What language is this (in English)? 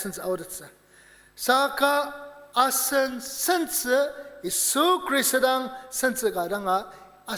Ao Naga